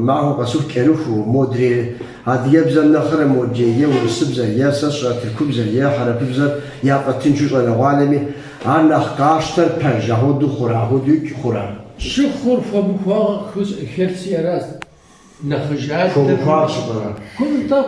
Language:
Kabardian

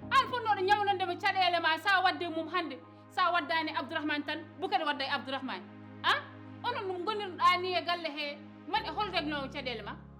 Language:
Fula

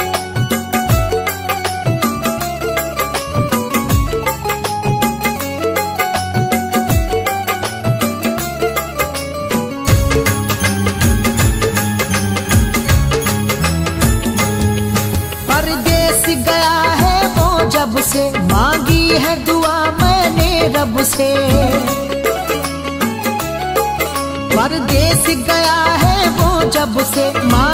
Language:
Hindi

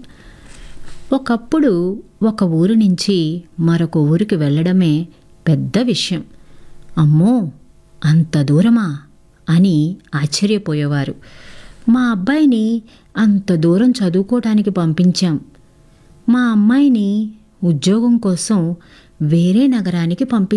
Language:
Telugu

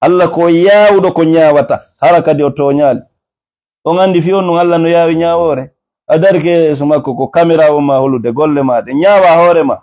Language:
Fula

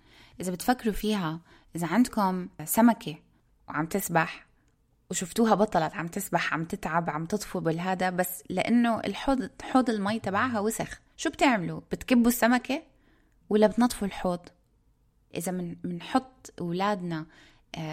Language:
North Levantine Arabic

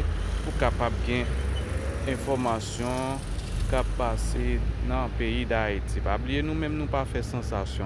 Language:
Haitian Creole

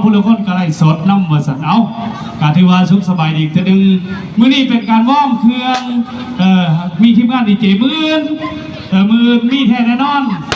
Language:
Lao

